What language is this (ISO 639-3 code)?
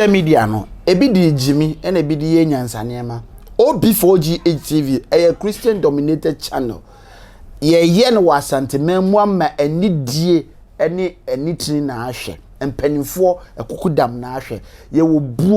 aka